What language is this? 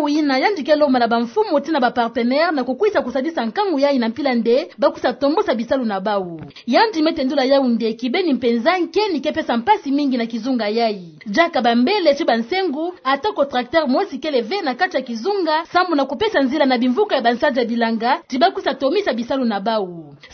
Kituba (Democratic Republic of Congo)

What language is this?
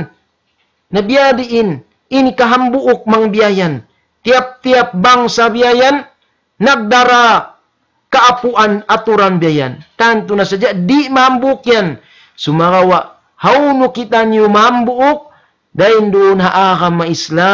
Tausug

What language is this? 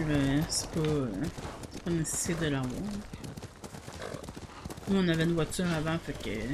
French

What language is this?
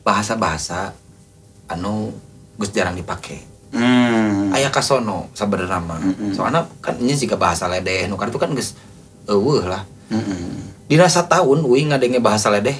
Sundanese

